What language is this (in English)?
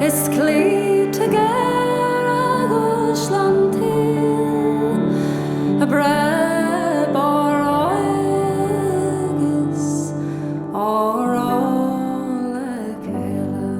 Irish